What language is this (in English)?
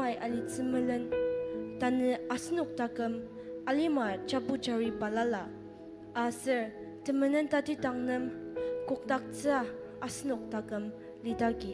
Ao Naga